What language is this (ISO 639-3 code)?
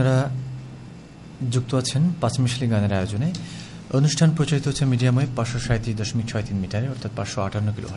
ben